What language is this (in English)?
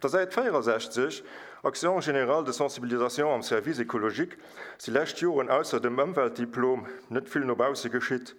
Luxembourgish